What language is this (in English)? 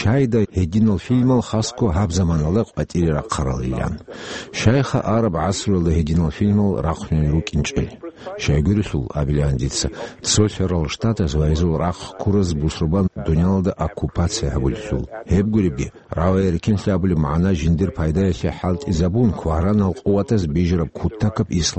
Avaric